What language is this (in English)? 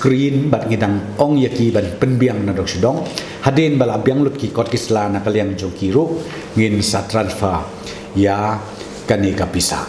Khasi